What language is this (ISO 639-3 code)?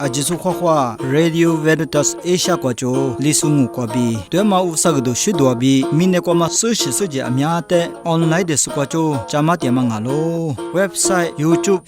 lis